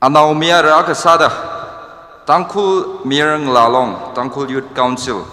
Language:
Tangkhul Naga (India)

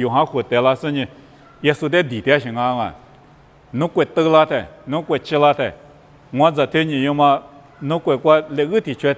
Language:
Lisu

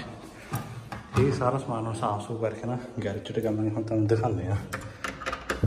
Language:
Punjabi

